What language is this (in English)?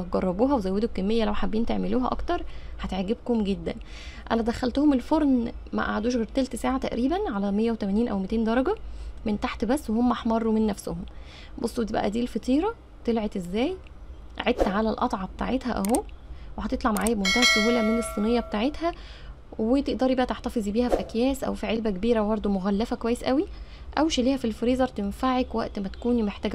Egyptian Arabic